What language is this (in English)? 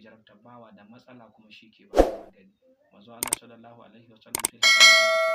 Hausa